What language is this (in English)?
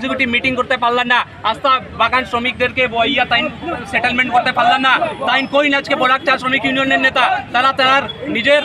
Bangla